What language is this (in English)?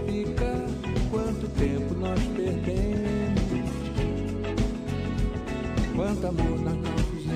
Portuguese